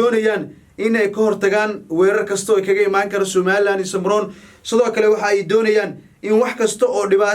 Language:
Somali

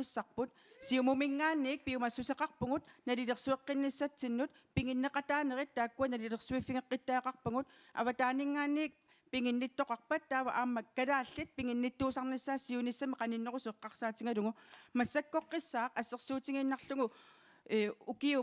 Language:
Kalaallisut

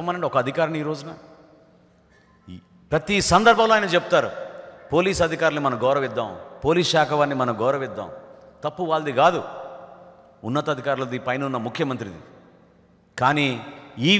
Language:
Telugu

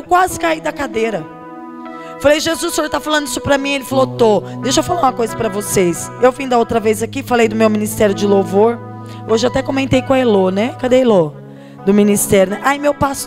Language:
Portuguese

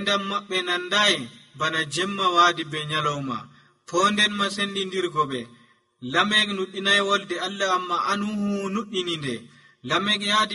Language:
Nigerian Fulfulde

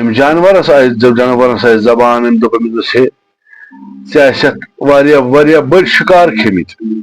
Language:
Kashmiri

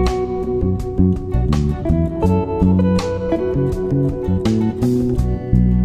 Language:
Bangla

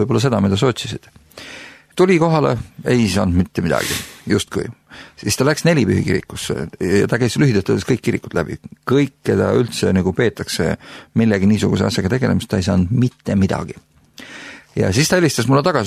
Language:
Estonian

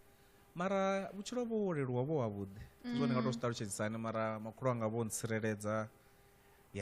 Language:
Venda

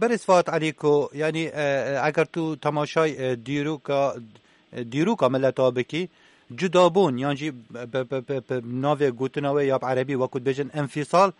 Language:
Kurdish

